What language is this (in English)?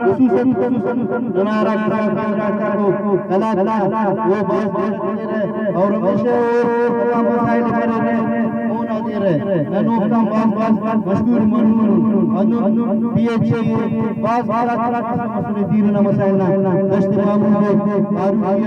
Brahui